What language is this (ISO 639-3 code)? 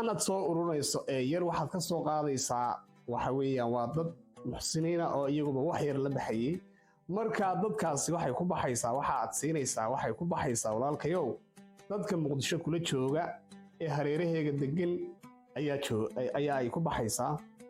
som